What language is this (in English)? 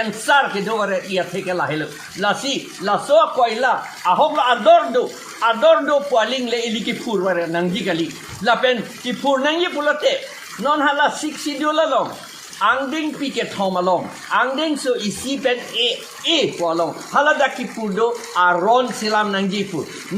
Karbi